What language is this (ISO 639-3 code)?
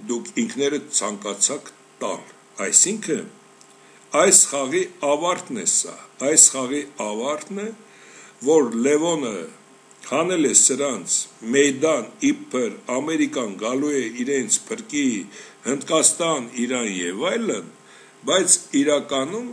hye